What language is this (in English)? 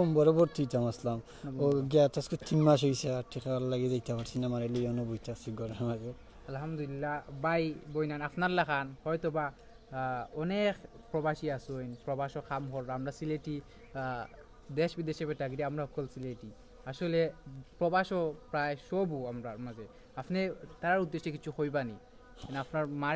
Sylheti